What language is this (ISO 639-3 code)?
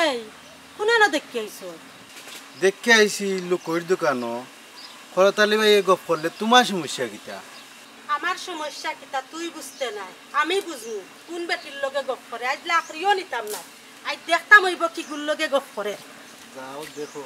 syl